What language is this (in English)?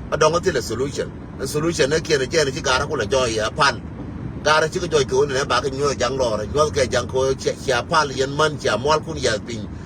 Nuer